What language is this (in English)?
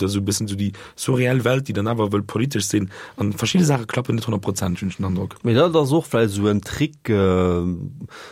Luxembourgish